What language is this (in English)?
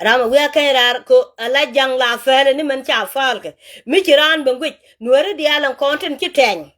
Nuer